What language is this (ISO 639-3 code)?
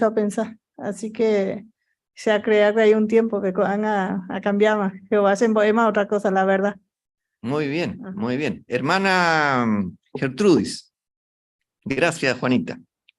grn